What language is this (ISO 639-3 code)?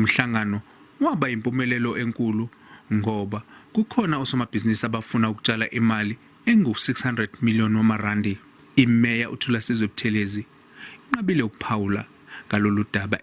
zul